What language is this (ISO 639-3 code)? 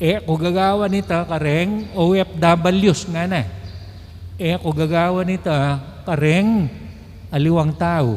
pam